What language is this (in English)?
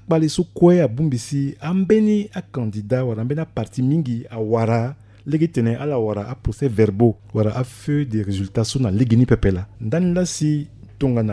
Sango